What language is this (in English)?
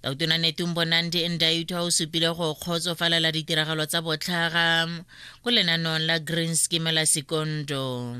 Tswana